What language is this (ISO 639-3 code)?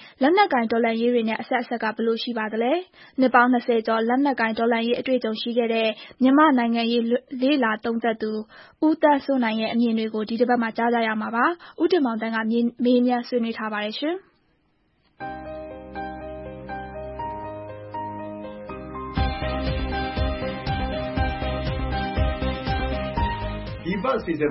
mya